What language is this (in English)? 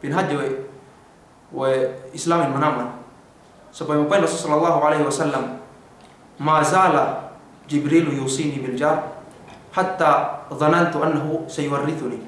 Yakan